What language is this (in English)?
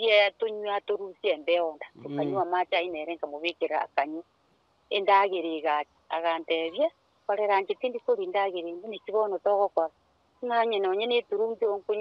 Gusii